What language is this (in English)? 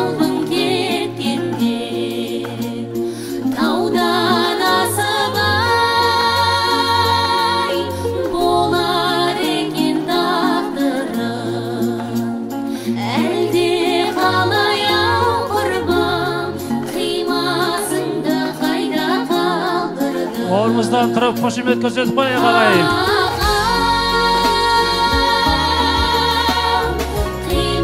Kazakh